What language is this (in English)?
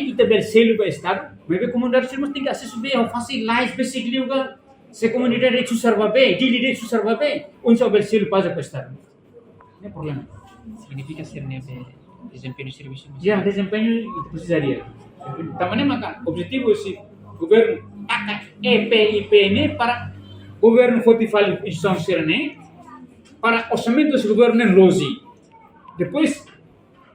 Tetum